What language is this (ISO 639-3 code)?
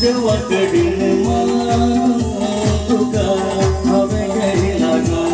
kok